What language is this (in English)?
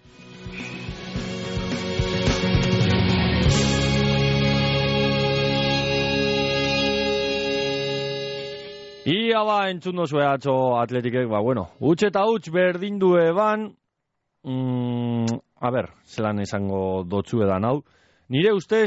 Basque